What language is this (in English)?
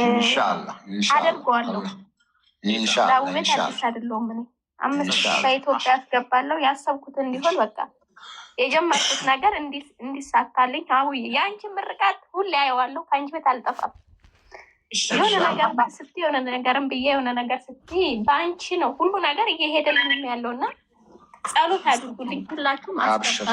Amharic